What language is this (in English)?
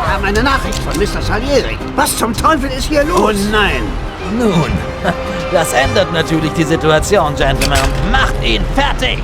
Bavarian